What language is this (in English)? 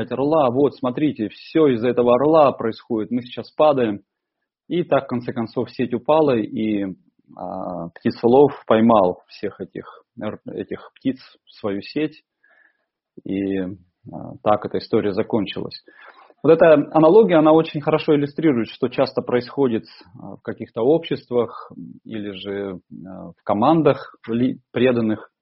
Russian